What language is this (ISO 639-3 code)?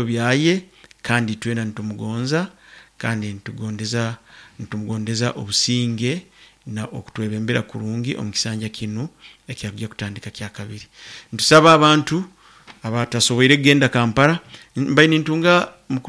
nyo